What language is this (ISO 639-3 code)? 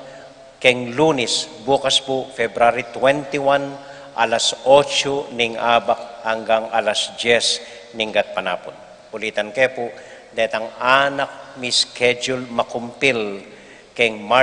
pam